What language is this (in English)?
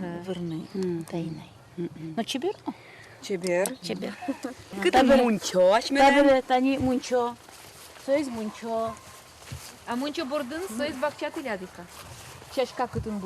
Udmurt